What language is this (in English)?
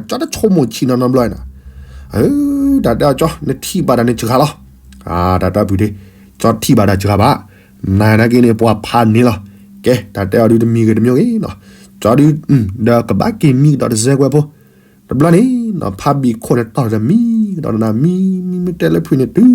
S'gaw Karen